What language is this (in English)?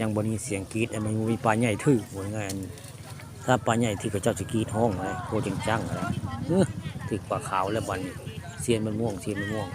Northeastern Thai